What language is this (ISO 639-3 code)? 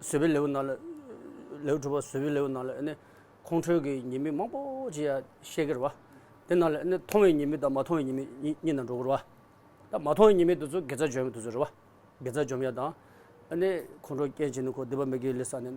bod